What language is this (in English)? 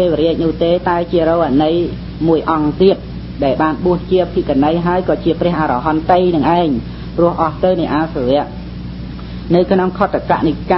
Khmer